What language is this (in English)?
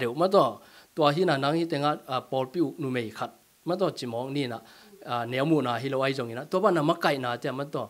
Tedim Chin